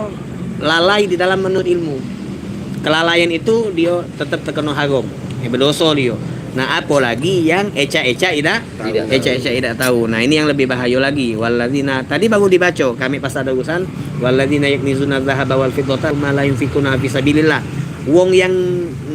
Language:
Musi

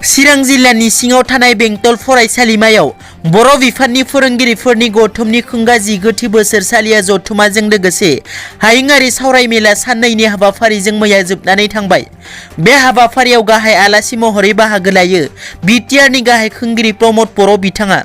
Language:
Bodo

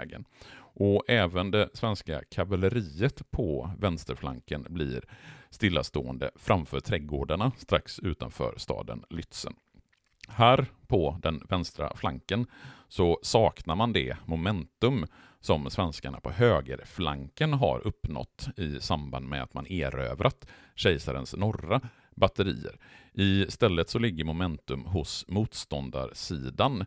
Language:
Swedish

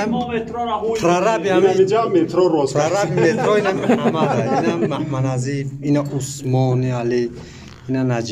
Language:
Tajik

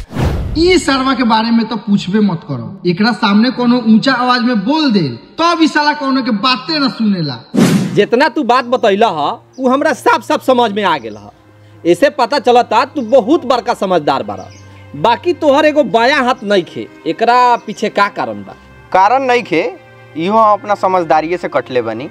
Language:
Bhojpuri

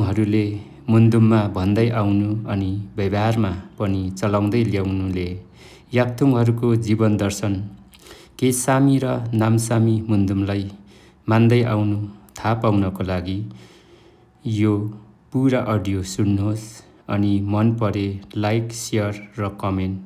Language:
Nepali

